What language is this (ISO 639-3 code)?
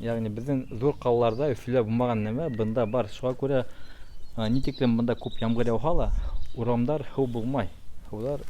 bak